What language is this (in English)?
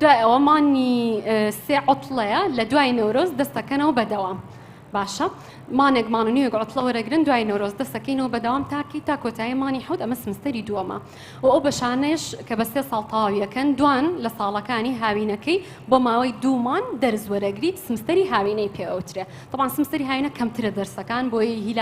Central Kurdish